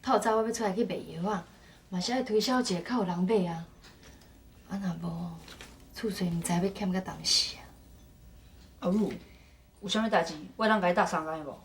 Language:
Min Nan Chinese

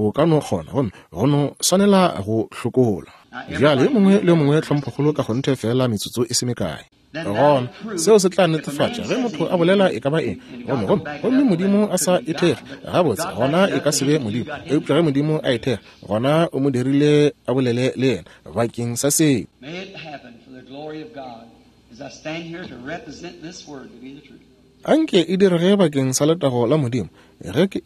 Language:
Northern Sotho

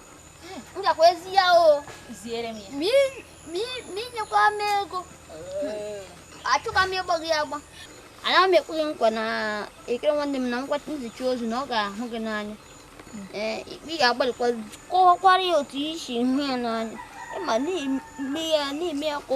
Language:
Igbo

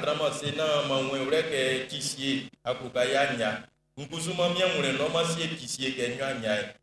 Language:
Baoulé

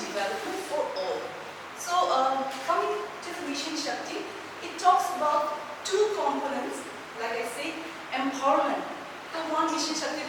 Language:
Naga Pidgin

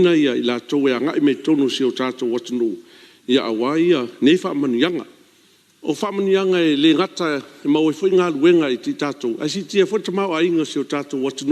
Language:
Samoan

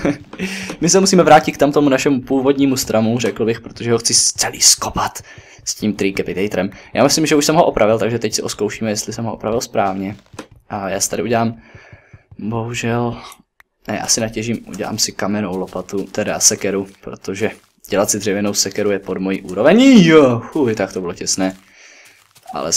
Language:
Czech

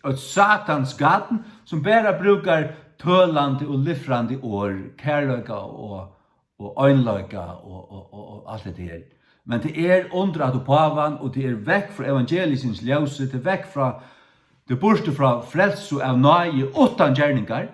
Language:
Faroese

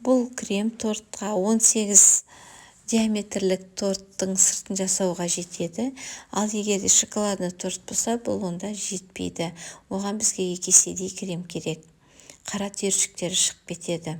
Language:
Kazakh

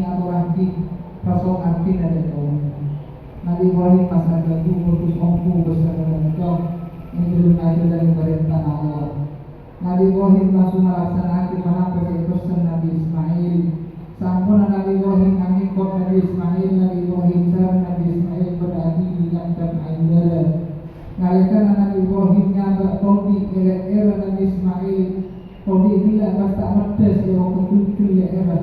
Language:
Madurese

